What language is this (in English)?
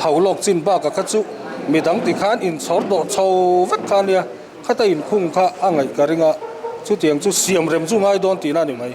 Mizo